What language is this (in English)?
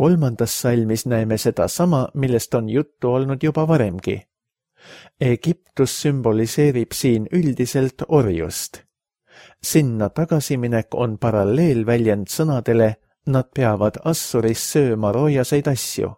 Estonian